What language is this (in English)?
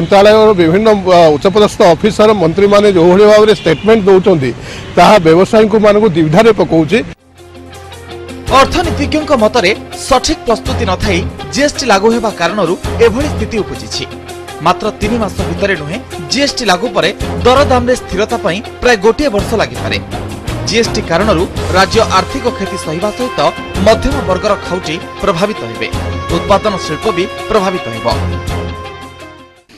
Odia